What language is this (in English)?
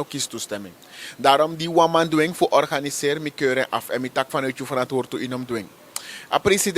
Sranan Tongo